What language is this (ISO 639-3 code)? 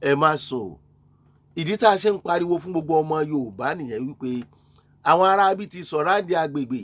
yor